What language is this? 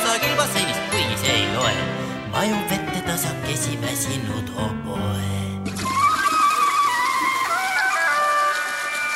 Estonian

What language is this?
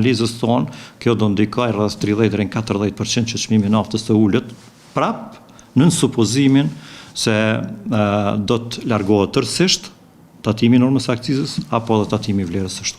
Albanian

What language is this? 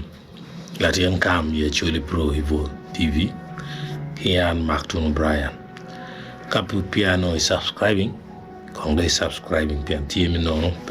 Acoli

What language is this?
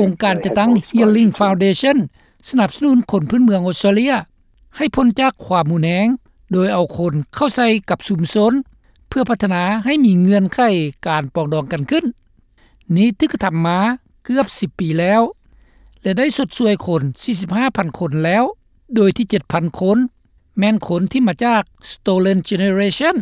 Lao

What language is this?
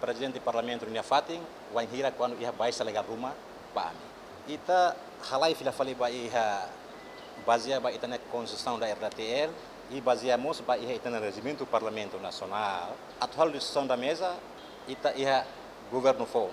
Tetum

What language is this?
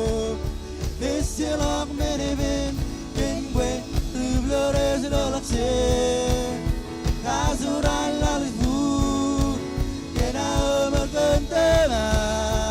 Marshallese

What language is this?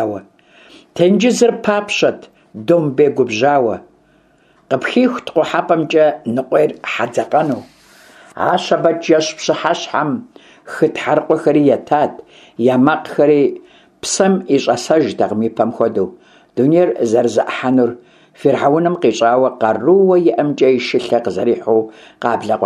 Kabardian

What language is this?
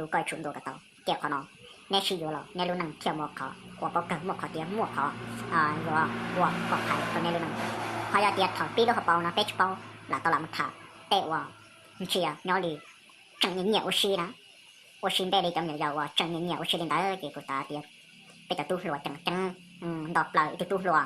Hmong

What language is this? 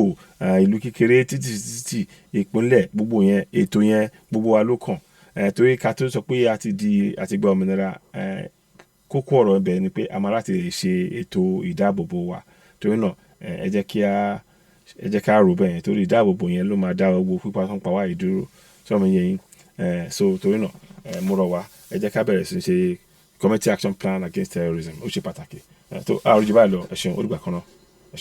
Yoruba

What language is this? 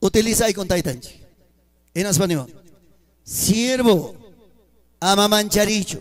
Ayacucho Quechua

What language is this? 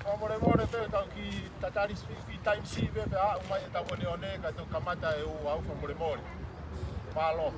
Tongan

